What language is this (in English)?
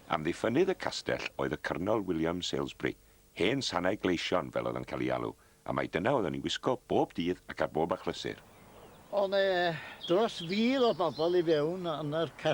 Welsh